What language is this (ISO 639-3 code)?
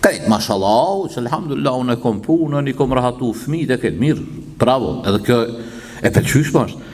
sqi